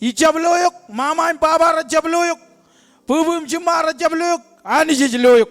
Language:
Marshallese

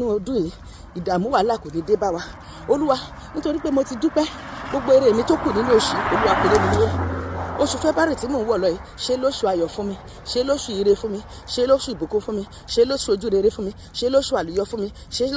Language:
Yoruba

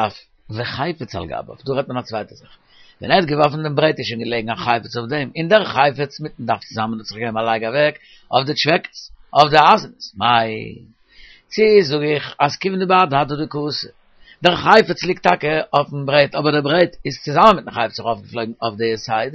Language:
Yiddish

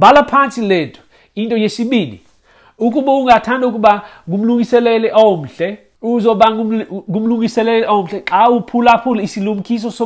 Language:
Xhosa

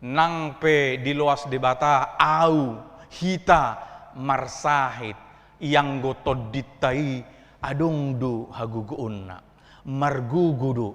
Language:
Batak Toba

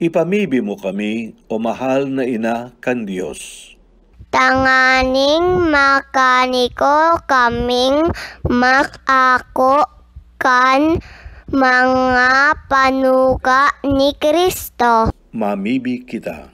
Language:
Bikol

